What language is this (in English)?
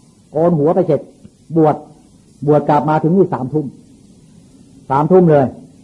Thai